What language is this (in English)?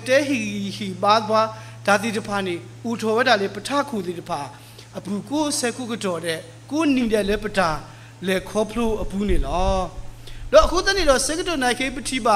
S'gaw Karen